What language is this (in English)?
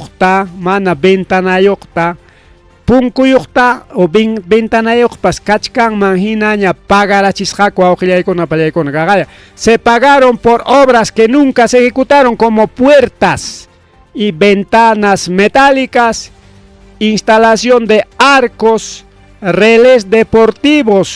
Ayacucho Quechua